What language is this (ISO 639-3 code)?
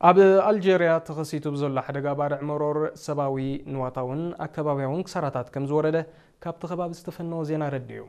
tir